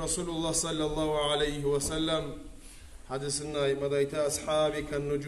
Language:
Kumyk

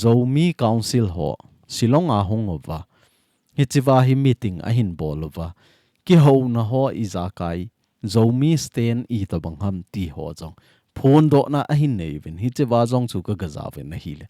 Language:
Thado Chin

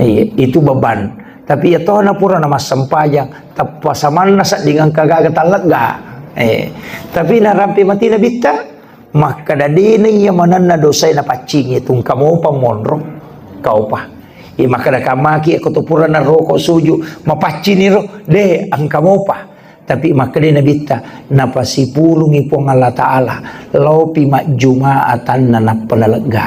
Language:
Buginese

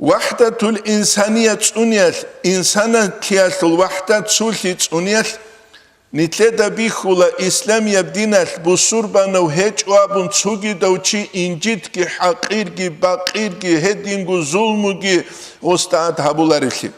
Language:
Avaric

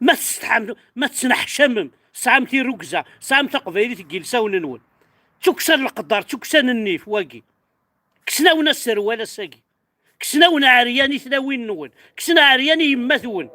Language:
Kabyle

